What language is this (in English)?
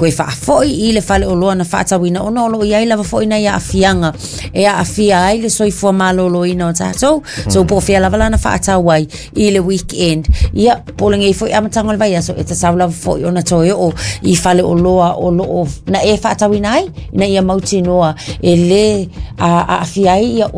Samoan